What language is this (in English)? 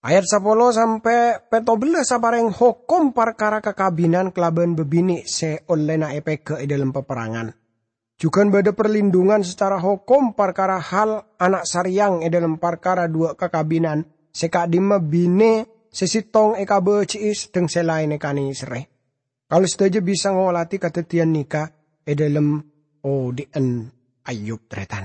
Madurese